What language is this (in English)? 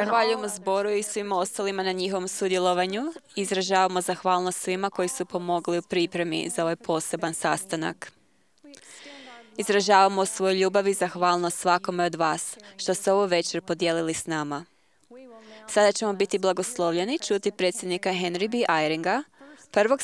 Croatian